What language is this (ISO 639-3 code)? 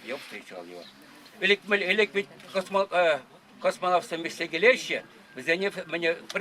chv